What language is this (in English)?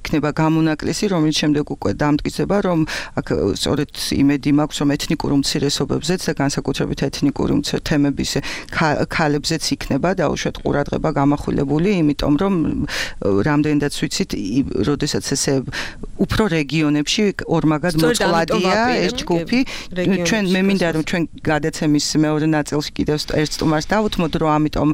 Georgian